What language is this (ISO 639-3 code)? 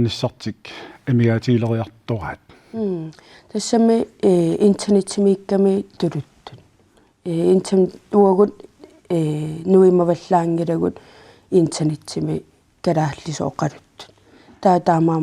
kal